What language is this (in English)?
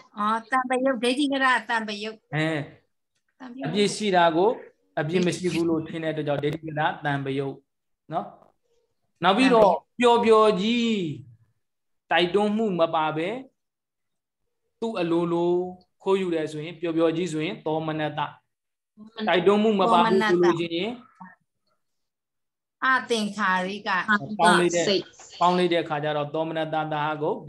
Burmese